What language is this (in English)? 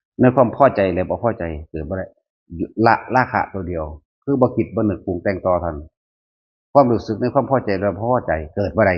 Northeastern Thai